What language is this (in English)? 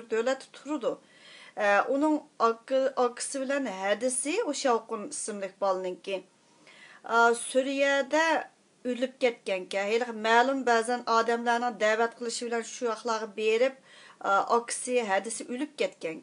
Uyghur